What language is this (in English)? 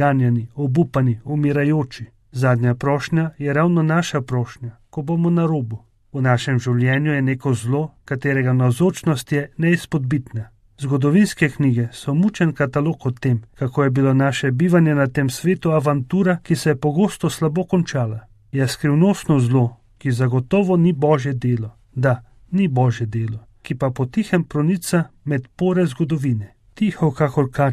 Slovenian